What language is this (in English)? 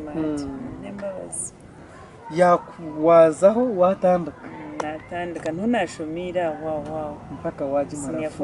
Nyankole